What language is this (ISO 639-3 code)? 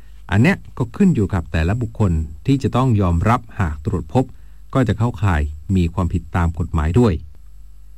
tha